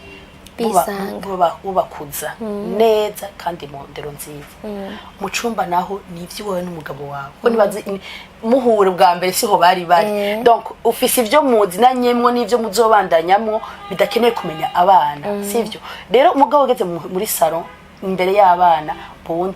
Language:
Rundi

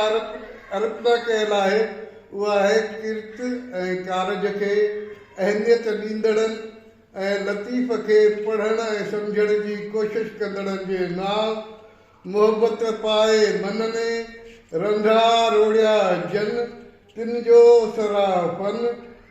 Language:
Sindhi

